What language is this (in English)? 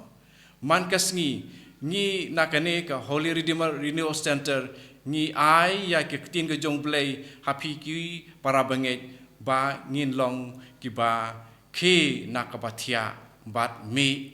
Khasi